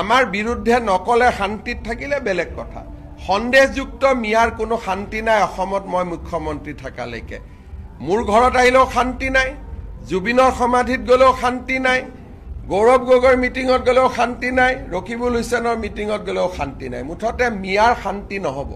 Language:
Assamese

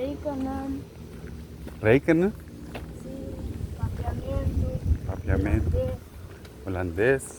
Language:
Papiamento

